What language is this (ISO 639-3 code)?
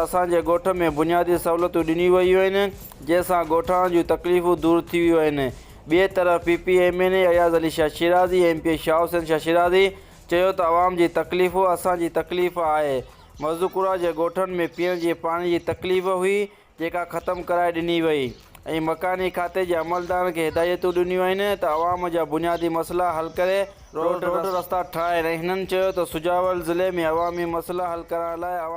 snd